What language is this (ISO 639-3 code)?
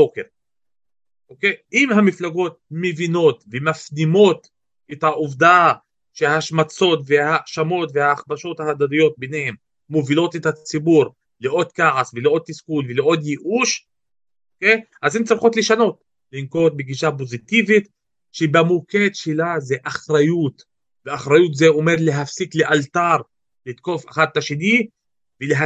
heb